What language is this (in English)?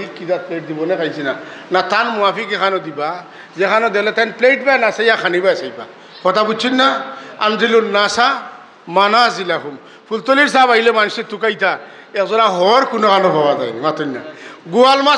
Sylheti